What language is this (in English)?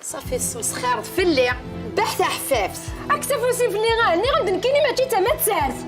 Kabyle